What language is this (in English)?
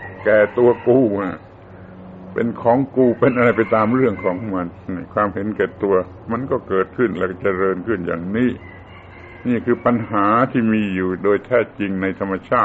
Thai